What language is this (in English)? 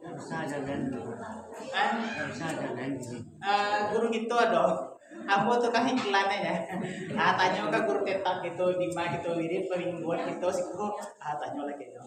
Minangkabau